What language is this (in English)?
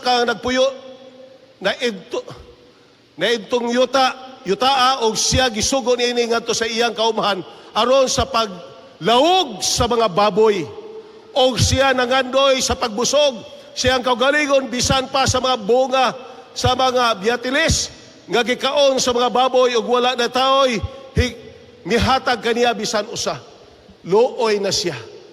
Cebuano